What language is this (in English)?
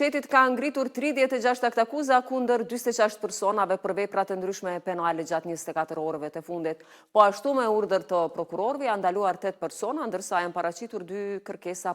Albanian